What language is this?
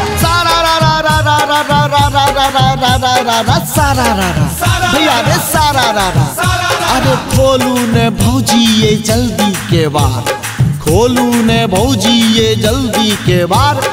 Maithili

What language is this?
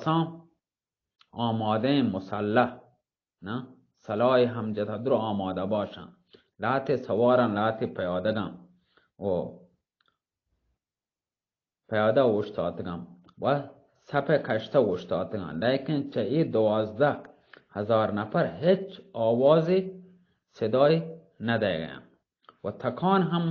Baluchi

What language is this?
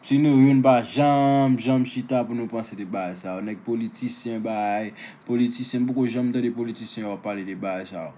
Haitian Creole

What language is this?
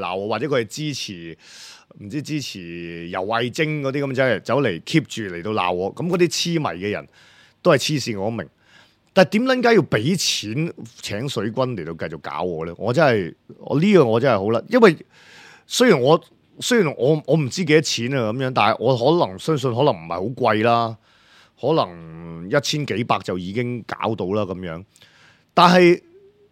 Cantonese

